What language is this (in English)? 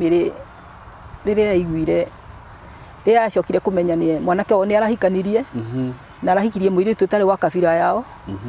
Kikuyu